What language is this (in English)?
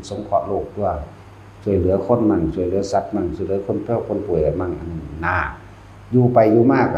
Northeastern Thai